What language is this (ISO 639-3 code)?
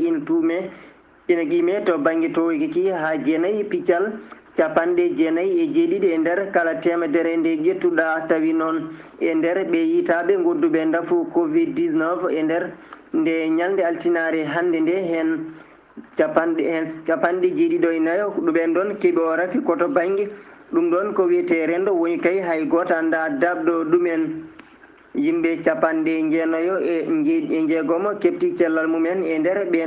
ful